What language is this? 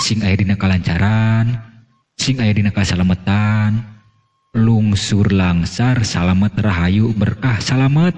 Sundanese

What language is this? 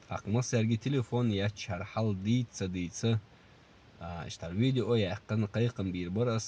Chechen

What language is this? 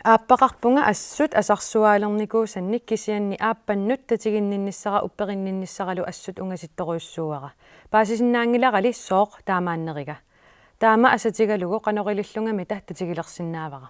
Kalaallisut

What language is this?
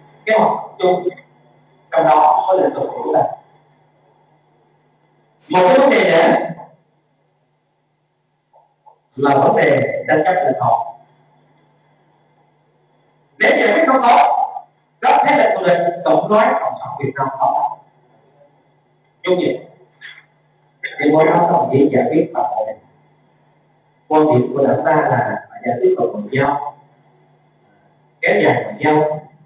Vietnamese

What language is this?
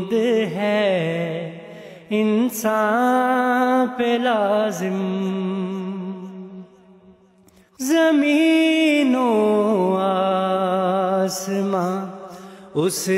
Urdu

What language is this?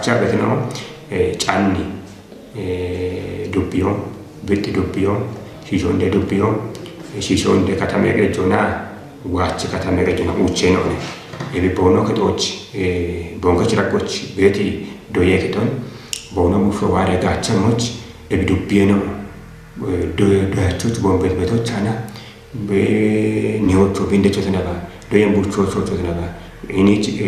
Kafa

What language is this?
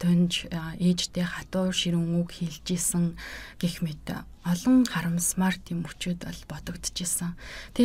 Mongolian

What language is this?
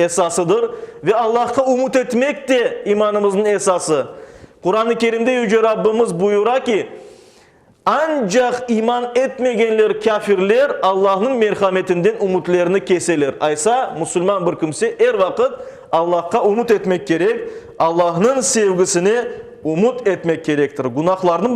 Crimean Tatar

